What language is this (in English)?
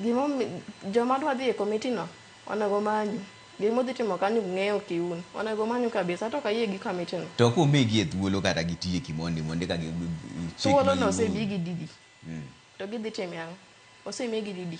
Luo (Kenya and Tanzania)